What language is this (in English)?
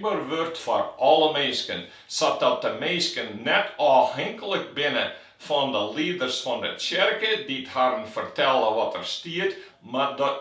Western Frisian